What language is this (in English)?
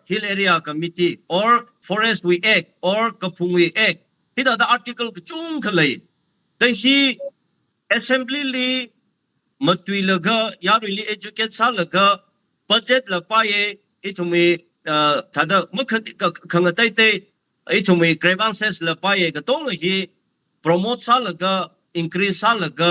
Tangkhul Naga (India)